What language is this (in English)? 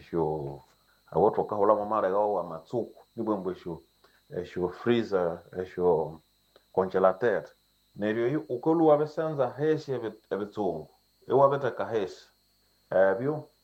Nande